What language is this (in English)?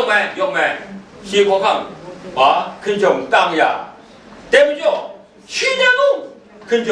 Kachin